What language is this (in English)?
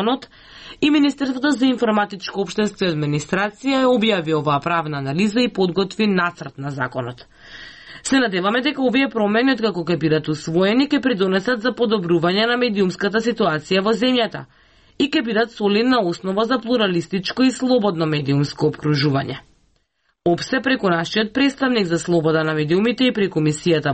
Macedonian